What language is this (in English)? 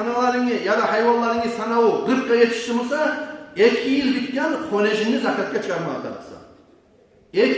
Kumyk